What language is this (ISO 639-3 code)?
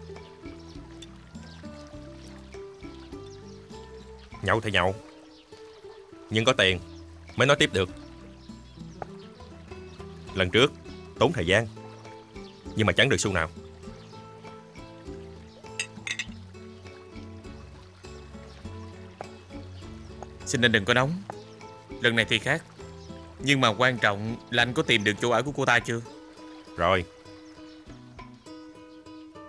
vie